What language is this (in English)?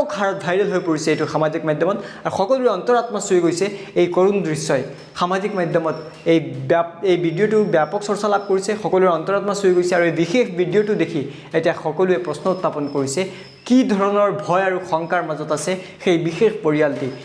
Assamese